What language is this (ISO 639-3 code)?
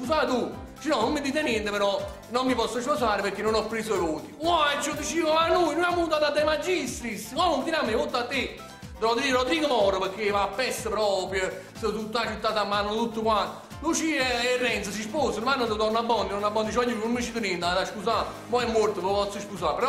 nap